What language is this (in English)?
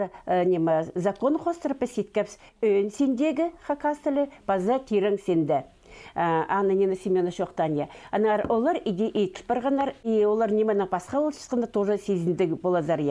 Khakas